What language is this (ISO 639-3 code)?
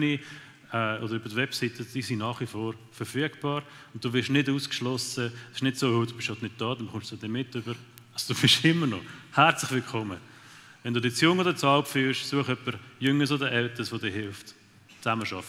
gsw